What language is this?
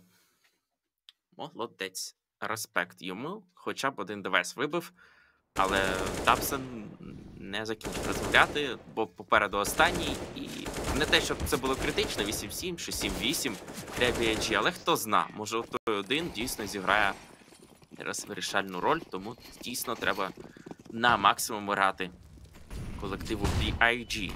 Ukrainian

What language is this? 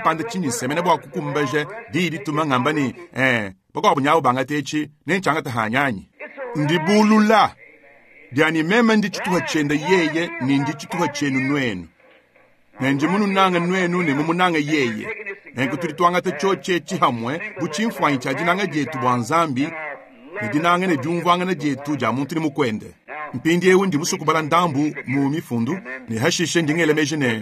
Luba-Lulua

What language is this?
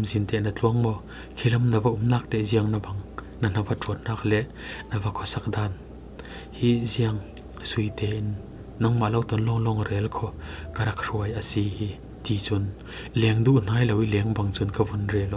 Falam Chin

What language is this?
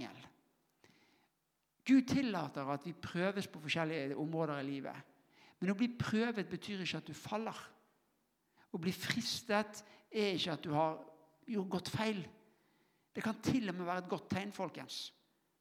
Norwegian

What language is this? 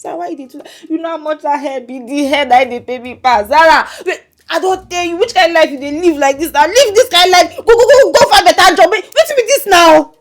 Nigerian Pidgin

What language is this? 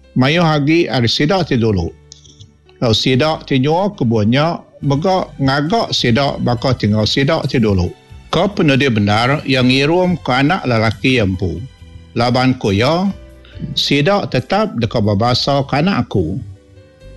Iban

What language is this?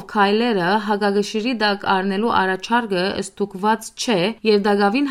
Western Armenian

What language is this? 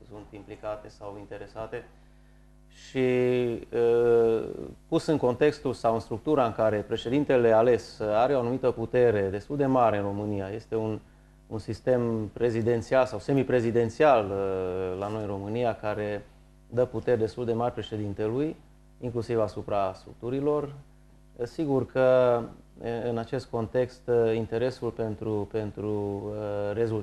Romanian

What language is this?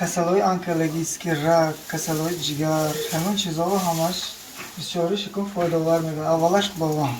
Tajik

